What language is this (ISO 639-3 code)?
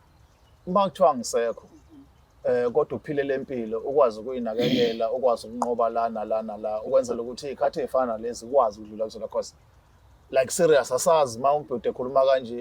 zul